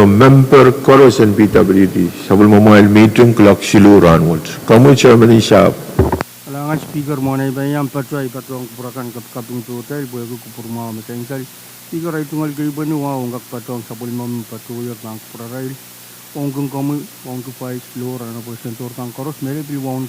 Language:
Pohnpeian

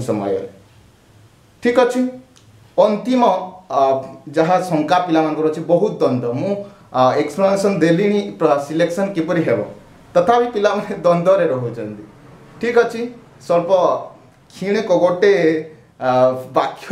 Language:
Odia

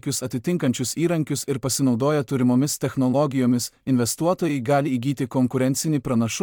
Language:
Lithuanian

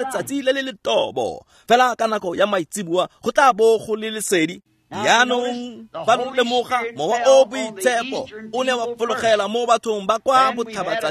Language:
Tswana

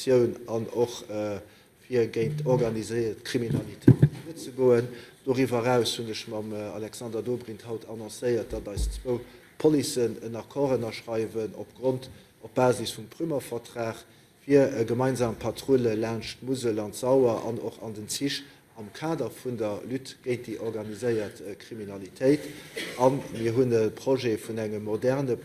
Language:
Luxembourgish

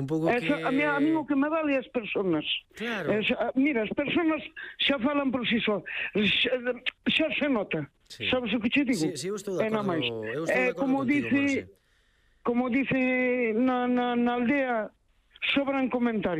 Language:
Galician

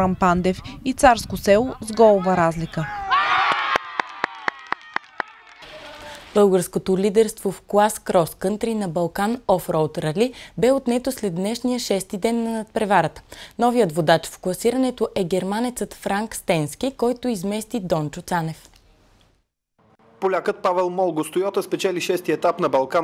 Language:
Bulgarian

